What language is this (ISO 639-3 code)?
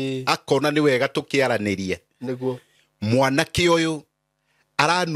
kik